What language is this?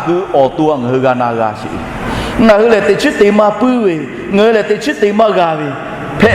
Lahu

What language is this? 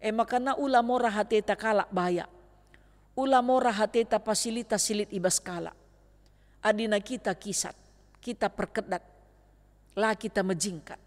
Batak Karo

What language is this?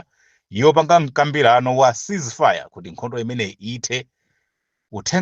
Nyanja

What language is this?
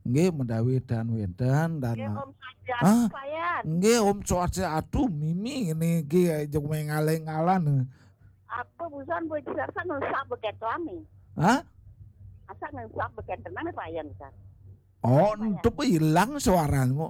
Balinese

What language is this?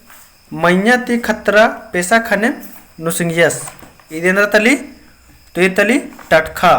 Kurukh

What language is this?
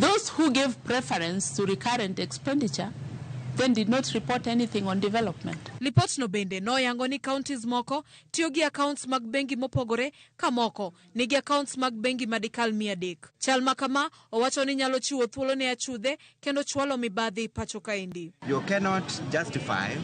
Luo (Kenya and Tanzania)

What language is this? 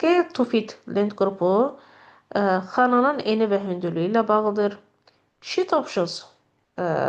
Azerbaijani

